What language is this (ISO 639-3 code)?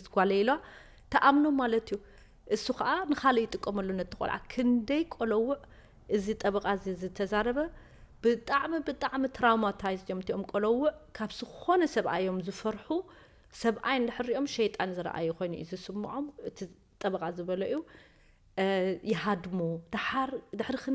tir